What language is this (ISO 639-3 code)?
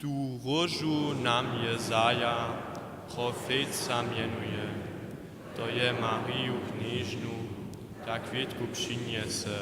hsb